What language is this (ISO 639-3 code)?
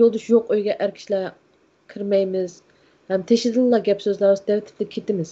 uig